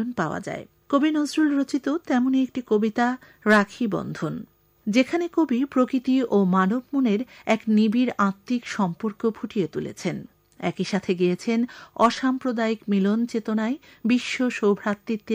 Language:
Bangla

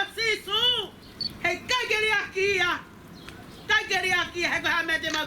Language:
Tongan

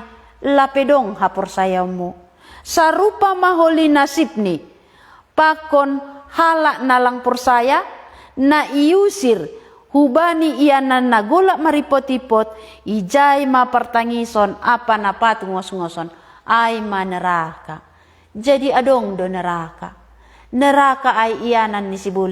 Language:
Batak Simalungun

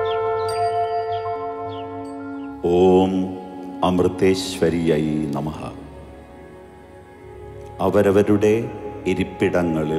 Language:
Malayalam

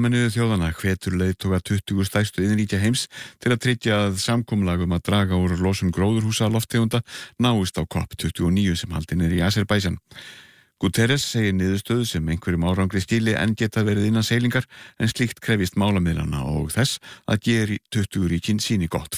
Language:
Icelandic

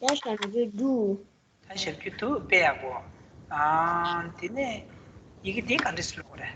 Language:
Tibetan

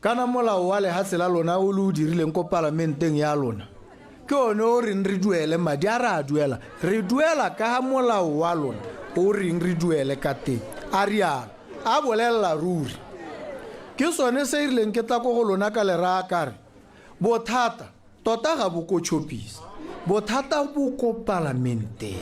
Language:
Tswana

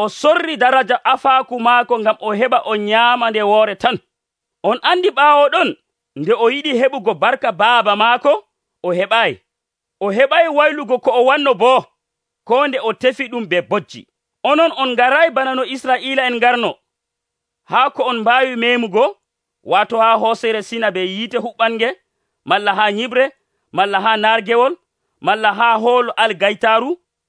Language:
Nigerian Fulfulde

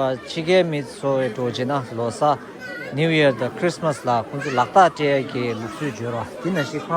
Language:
Tibetan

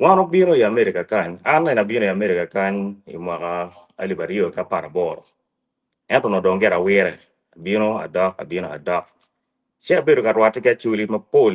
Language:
Acoli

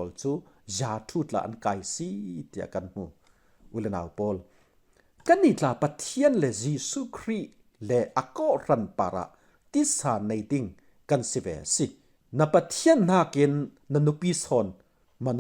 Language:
Falam Chin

